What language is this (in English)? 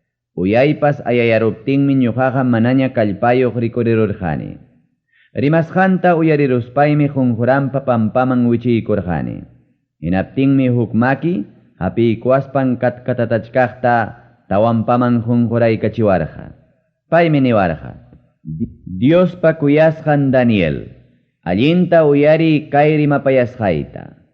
Ayacucho Quechua